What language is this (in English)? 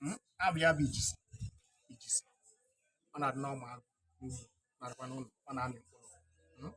Igbo